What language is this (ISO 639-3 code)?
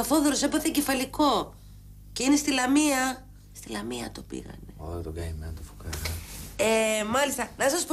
ell